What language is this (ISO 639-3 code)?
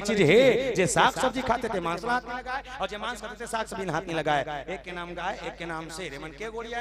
hne